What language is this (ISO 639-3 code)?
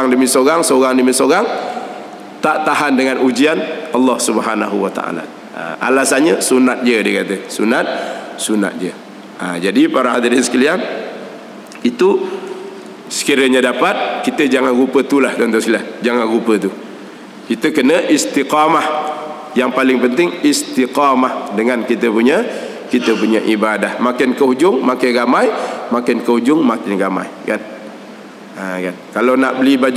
msa